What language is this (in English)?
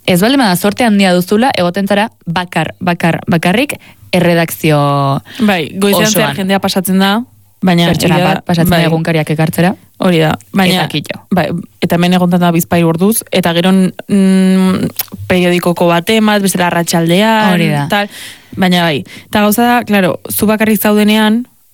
Basque